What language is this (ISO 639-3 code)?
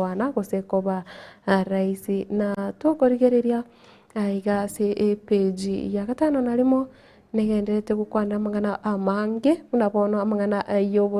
guz